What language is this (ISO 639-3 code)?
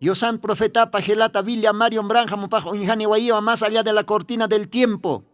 aym